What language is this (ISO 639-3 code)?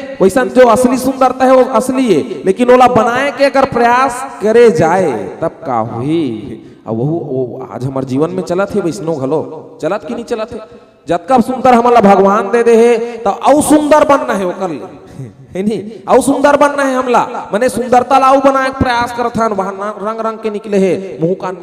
hne